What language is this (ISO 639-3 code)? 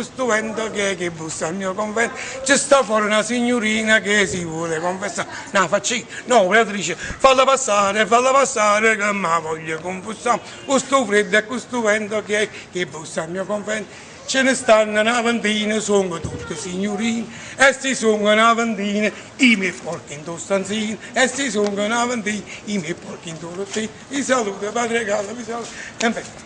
nap